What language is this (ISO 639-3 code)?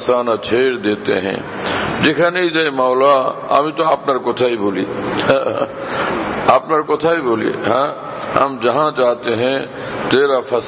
ben